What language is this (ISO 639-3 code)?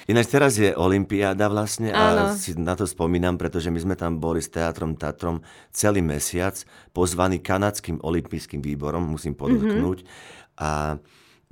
slk